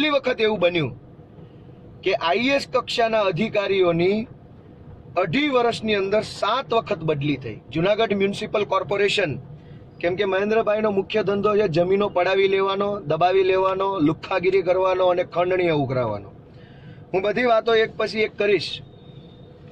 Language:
Gujarati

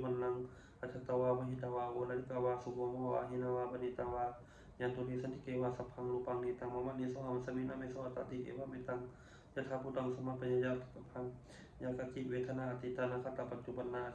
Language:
Pali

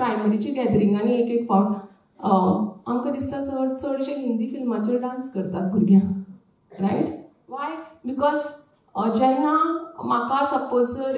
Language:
Konkani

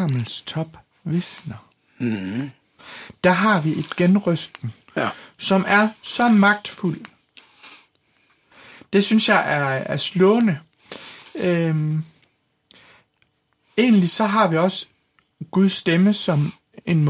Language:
Danish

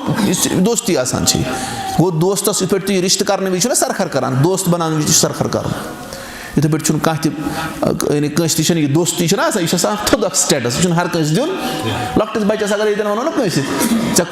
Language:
Kashmiri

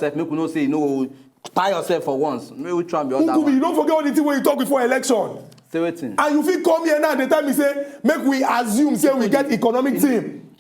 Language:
Nigerian Pidgin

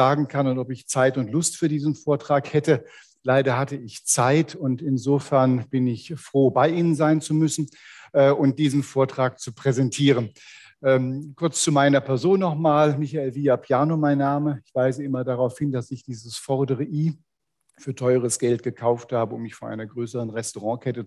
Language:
German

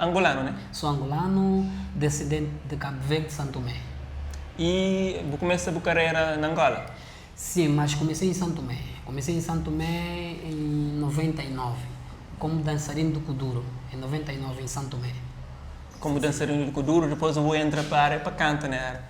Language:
Kabuverdianu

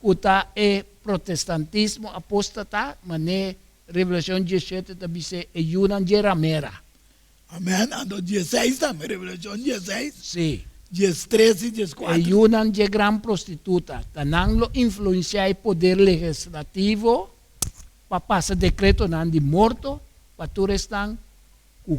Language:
Papiamento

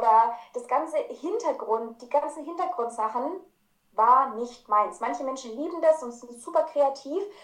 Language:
German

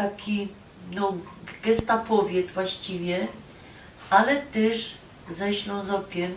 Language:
Silesian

